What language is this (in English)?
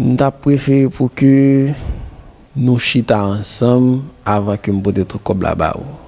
Haitian Creole